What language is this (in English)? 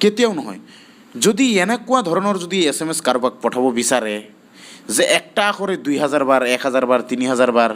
Assamese